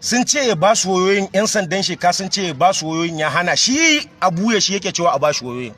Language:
Hausa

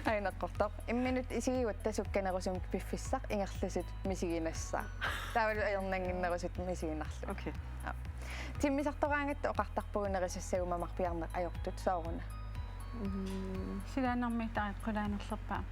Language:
Kalaallisut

